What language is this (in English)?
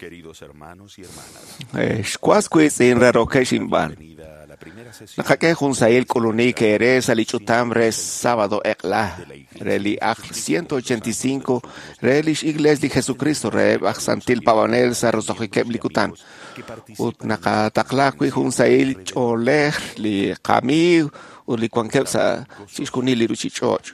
Kekchí